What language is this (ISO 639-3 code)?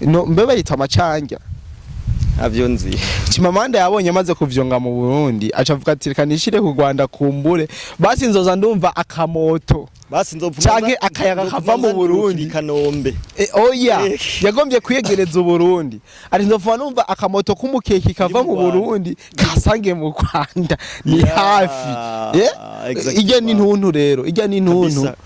run